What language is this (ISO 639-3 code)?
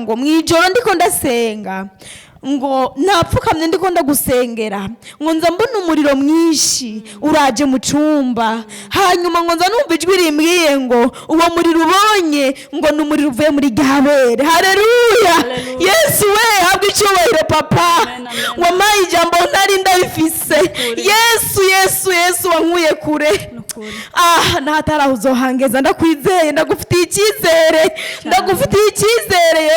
run